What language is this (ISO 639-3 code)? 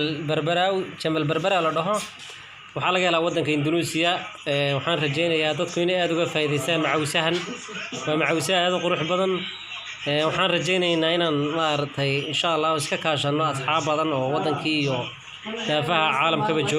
som